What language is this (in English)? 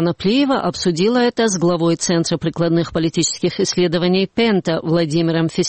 Russian